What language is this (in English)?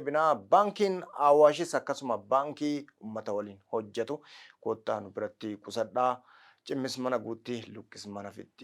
Oromo